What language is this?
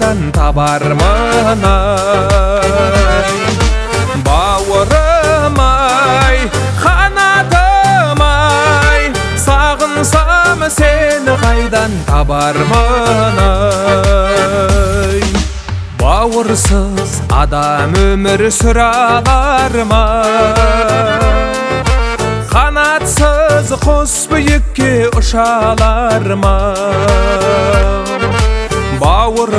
Kazakh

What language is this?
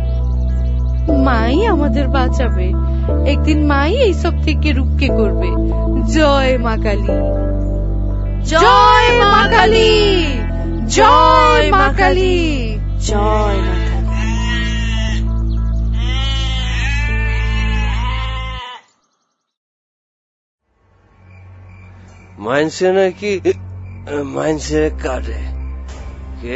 Bangla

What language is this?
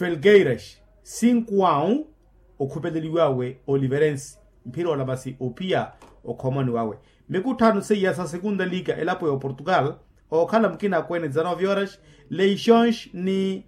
Makhuwa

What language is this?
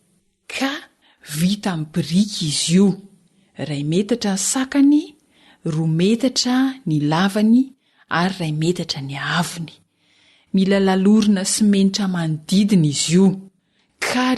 Malagasy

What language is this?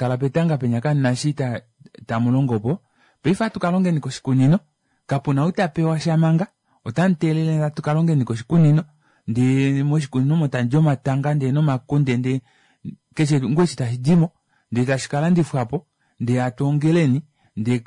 Kuanyama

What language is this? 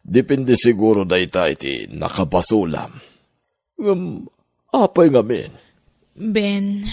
Iloko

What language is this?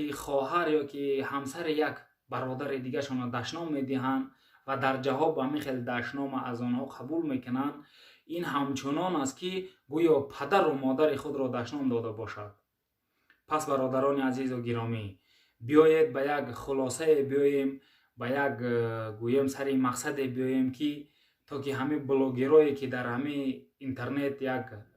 Tajik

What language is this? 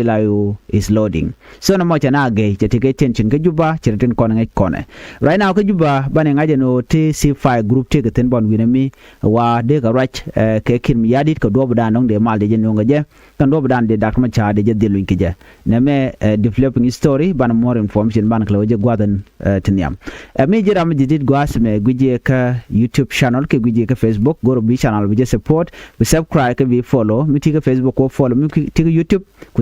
Nuer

